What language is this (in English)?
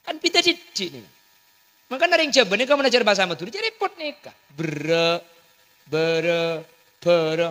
Madurese